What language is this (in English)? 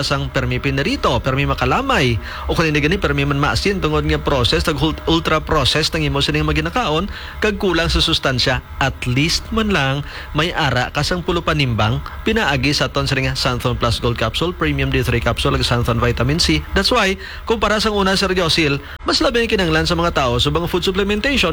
Hiligaynon